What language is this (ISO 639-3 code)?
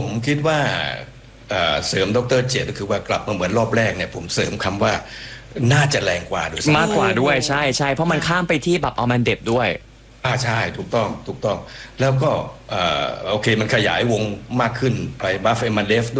tha